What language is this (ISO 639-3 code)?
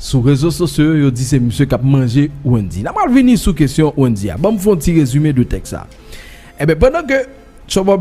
hat